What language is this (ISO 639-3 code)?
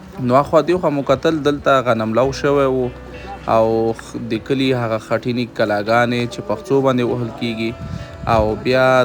pus